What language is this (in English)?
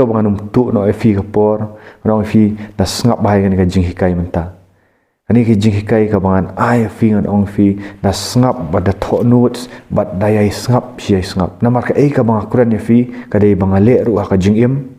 Khasi